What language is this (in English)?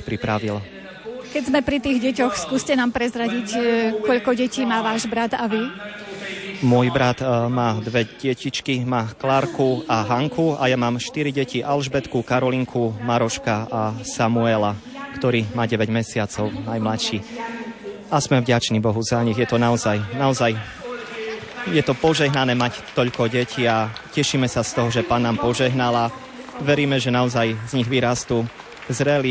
Slovak